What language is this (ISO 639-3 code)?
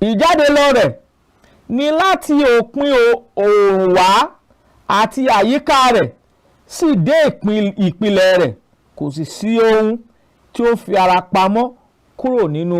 yor